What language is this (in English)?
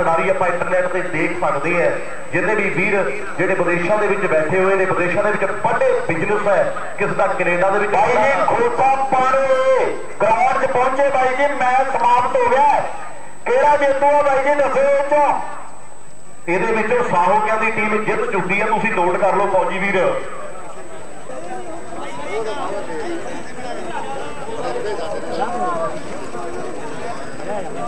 Punjabi